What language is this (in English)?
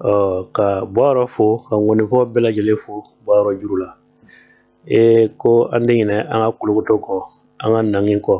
Bambara